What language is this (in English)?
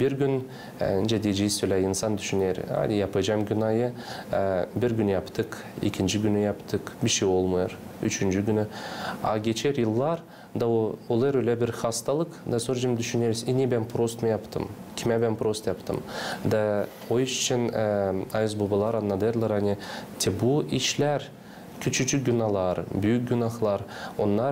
Gagauz